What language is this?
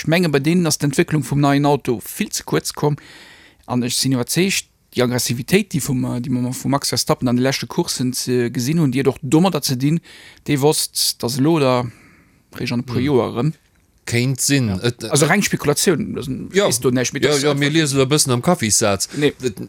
Luxembourgish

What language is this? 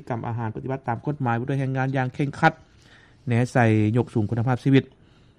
Lao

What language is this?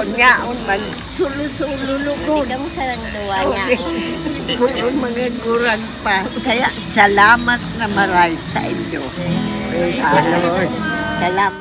Bikol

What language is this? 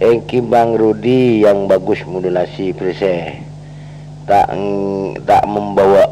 Madurese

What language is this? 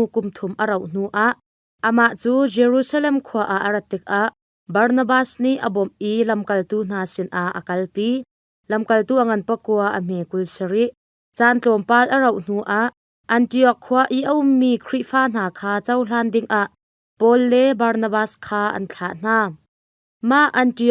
Hakha Chin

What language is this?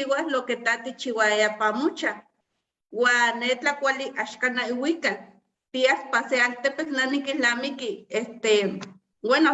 Eastern Huasteca Nahuatl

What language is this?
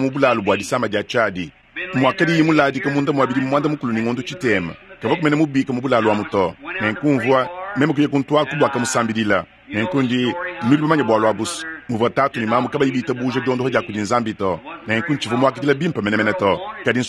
Luba-Lulua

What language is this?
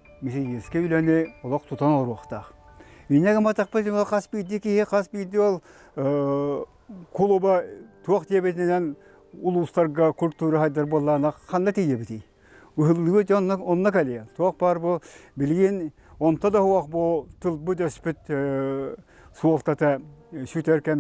Yakut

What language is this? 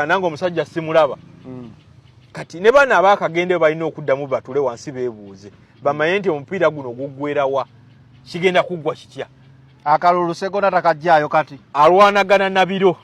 Ganda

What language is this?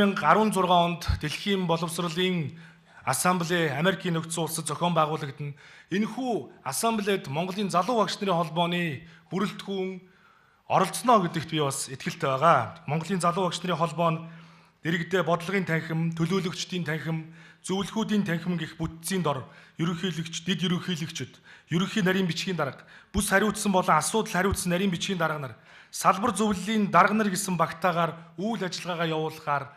Mongolian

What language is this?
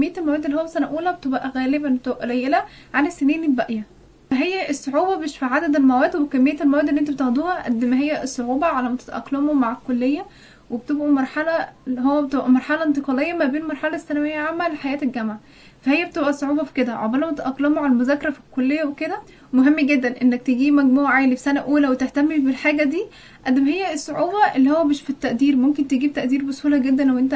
Egyptian Arabic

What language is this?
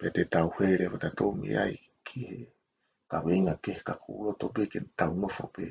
Tongan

